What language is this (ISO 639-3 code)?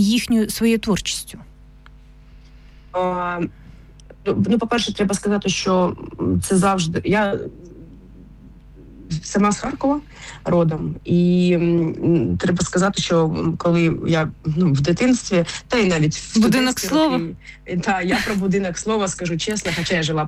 ukr